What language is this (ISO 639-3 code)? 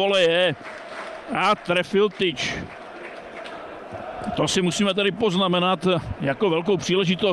ces